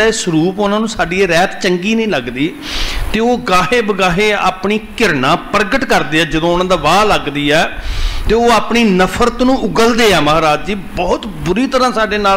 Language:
Punjabi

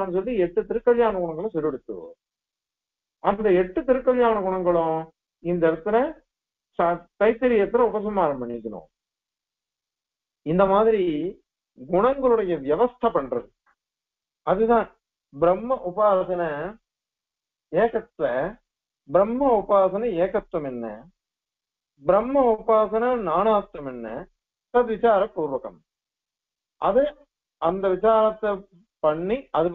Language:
Tamil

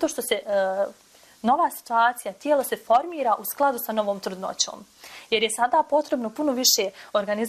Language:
Bosnian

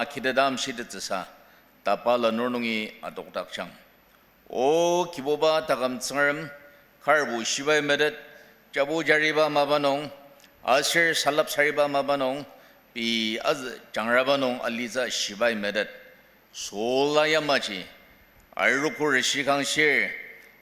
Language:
Ao Naga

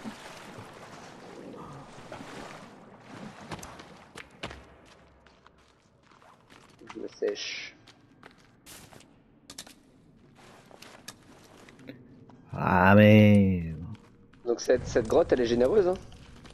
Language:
French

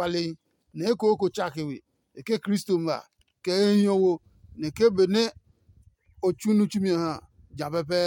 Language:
Adangme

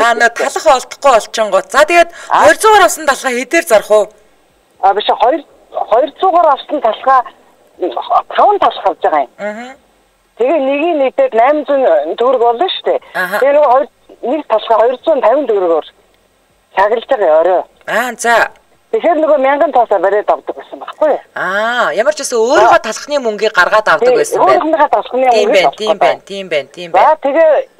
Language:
Mongolian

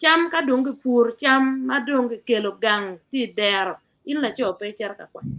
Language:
Acoli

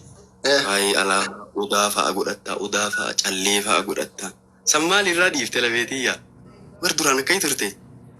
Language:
Oromo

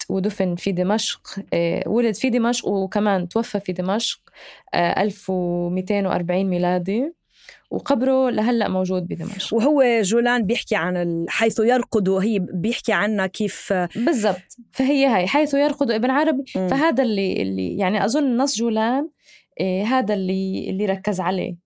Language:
North Levantine Arabic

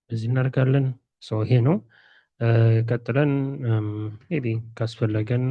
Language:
Amharic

